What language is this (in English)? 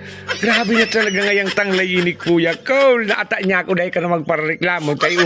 Bikol